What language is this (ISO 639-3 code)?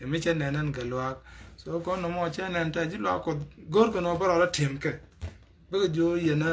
nus